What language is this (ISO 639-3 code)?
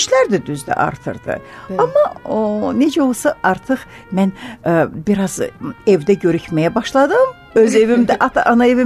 aze